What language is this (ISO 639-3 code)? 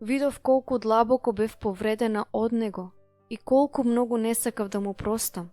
mkd